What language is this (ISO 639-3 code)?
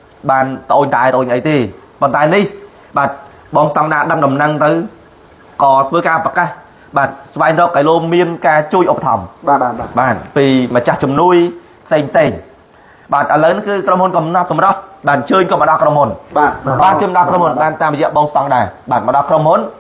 khm